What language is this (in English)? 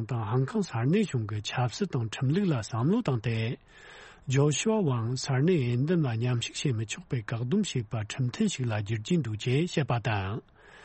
Tibetan